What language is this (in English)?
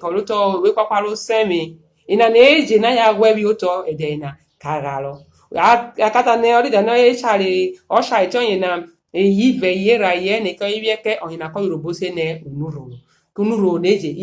Urhobo